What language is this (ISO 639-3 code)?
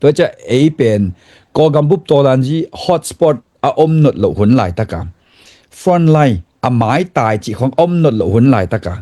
ctd